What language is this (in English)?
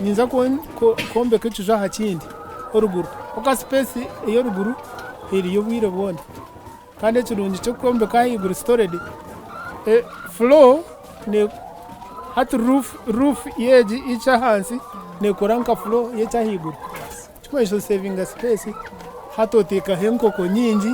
Nyankole